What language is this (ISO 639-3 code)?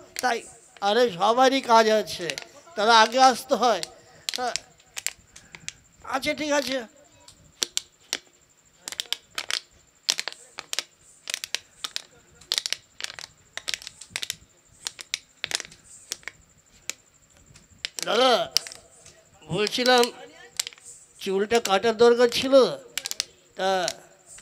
ben